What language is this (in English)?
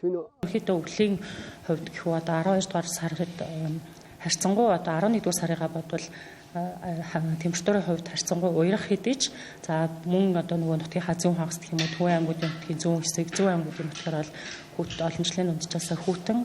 Mongolian